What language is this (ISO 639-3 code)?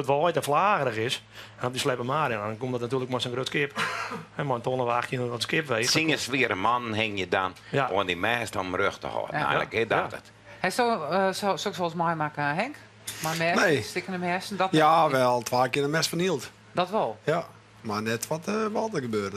fry